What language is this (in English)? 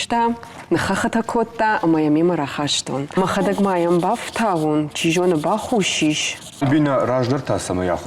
Ossetic